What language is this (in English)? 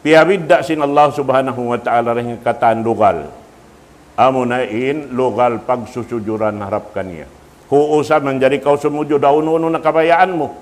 Tausug